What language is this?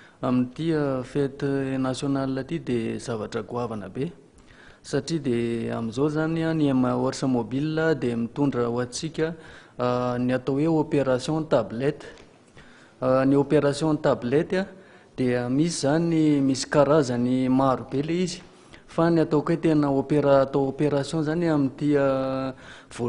Malagasy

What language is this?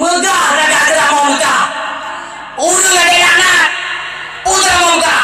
Achinese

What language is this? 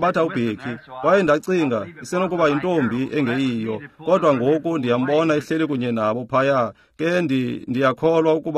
Xhosa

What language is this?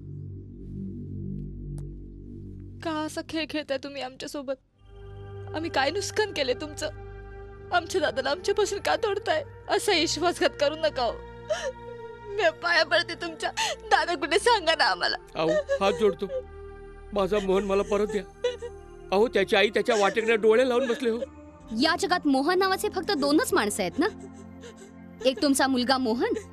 Marathi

